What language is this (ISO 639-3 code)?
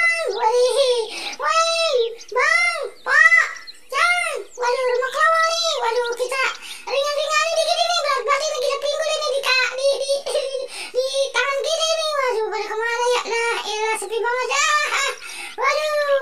bew